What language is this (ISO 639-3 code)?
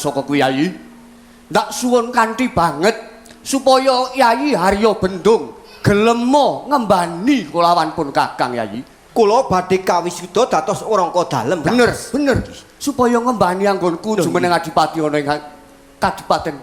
jav